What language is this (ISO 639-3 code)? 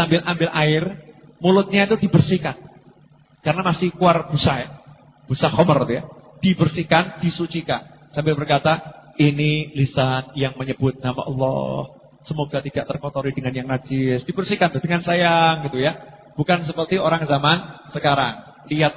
ind